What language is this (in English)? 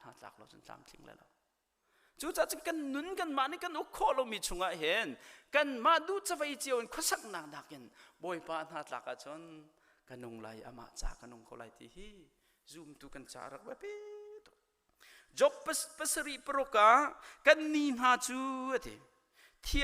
Hakha Chin